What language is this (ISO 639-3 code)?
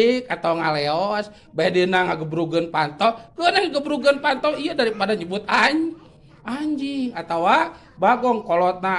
sun